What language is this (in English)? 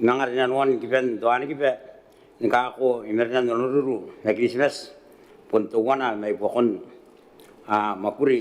Gilbertese